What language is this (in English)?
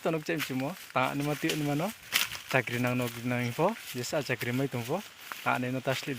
Riang (India)